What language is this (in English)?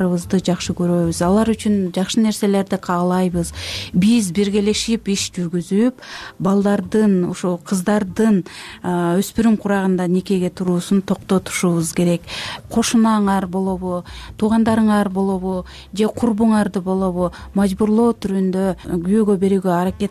Kyrgyz